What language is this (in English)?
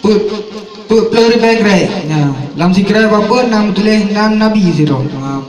Achinese